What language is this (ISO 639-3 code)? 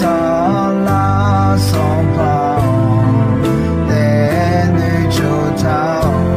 ahk